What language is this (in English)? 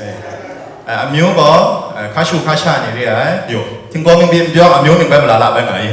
Kachin